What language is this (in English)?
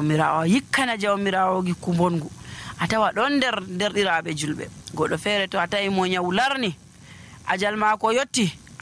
Nigerian Fulfulde